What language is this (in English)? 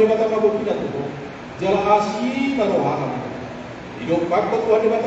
Batak Toba